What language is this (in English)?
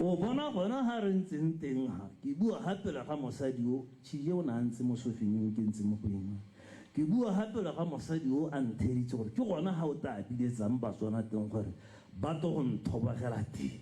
Tswana